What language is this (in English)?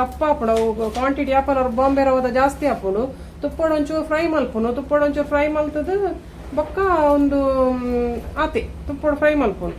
Tulu